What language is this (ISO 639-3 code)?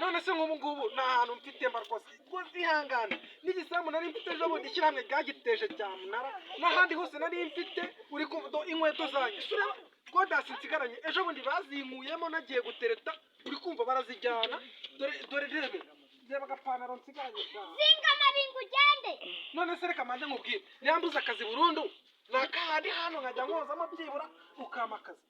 kin